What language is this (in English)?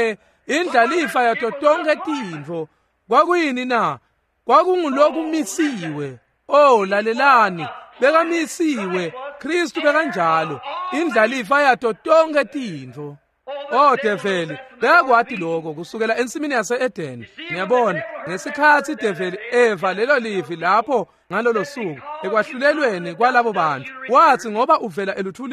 Swati